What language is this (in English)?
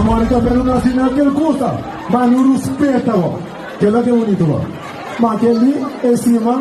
Kabuverdianu